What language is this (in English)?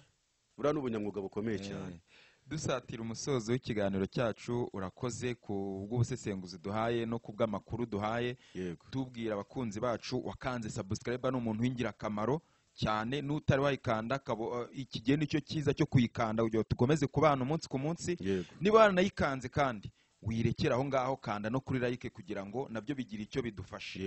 Kinyarwanda